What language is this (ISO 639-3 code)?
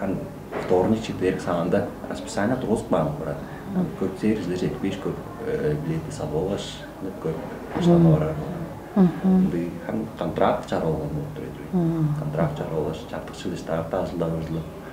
tyv